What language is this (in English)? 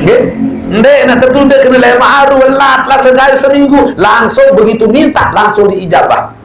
Sasak